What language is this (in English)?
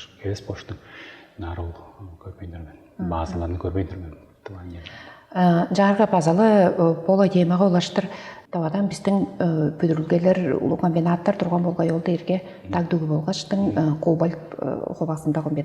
Tuvinian